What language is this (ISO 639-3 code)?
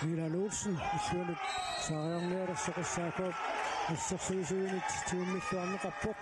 kal